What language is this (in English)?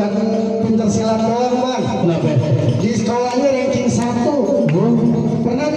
Betawi